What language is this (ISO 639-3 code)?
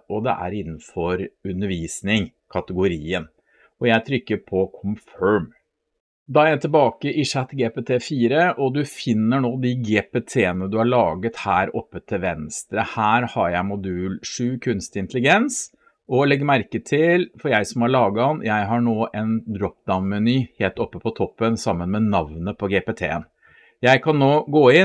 nor